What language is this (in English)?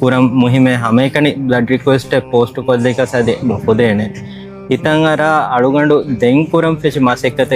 Divehi